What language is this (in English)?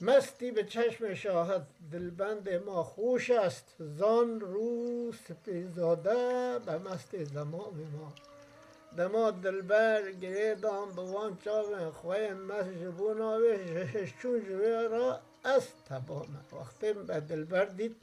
Kurdish